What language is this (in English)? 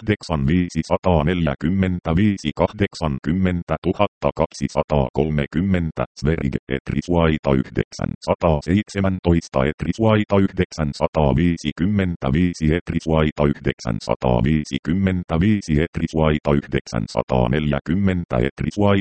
Finnish